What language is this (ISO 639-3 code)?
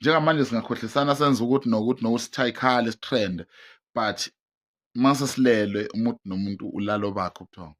zul